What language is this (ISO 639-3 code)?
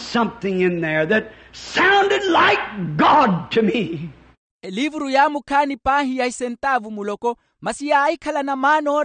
vmw